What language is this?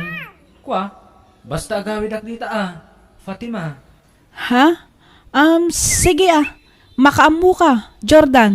Iloko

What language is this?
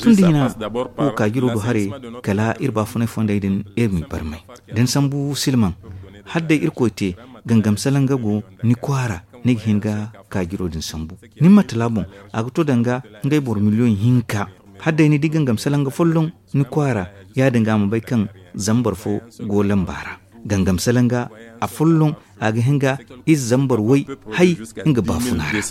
Zarma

